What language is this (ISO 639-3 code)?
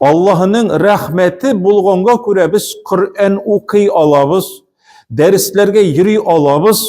tat